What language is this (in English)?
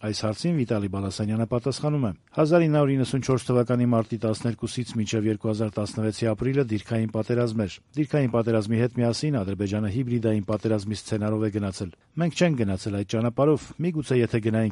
Armenian